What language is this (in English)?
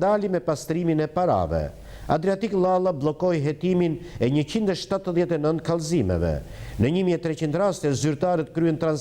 Albanian